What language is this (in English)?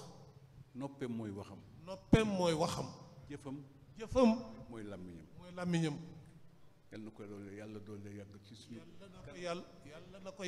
Wolof